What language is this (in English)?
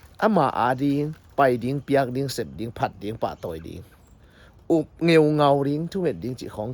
Tedim Chin